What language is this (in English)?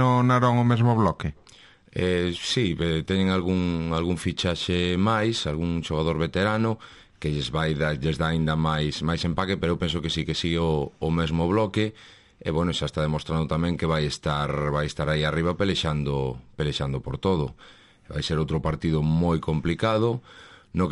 Galician